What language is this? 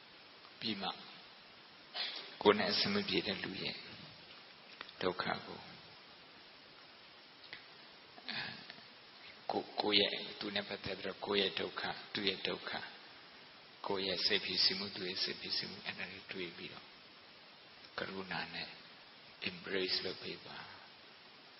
Burmese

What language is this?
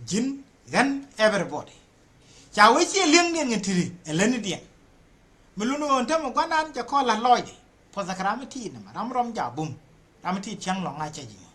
Nuer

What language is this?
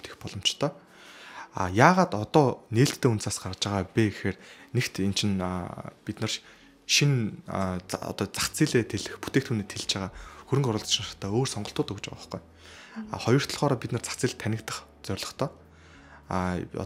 Mongolian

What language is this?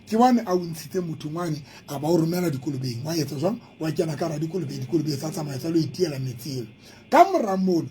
Southern Sotho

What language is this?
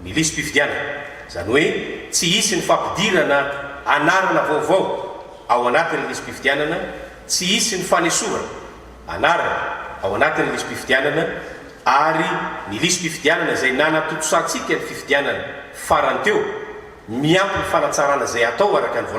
Malagasy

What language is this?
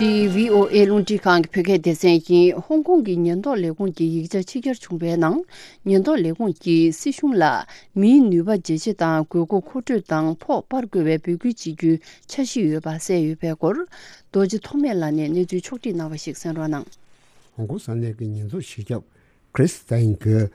Tibetan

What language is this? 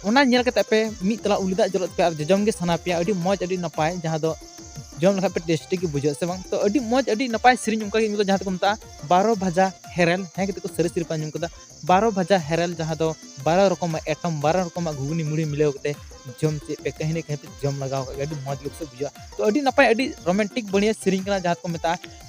Santali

